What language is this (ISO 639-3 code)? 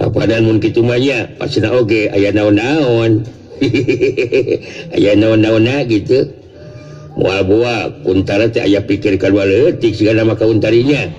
sun